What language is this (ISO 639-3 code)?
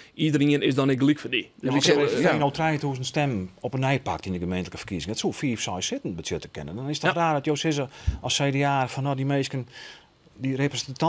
fry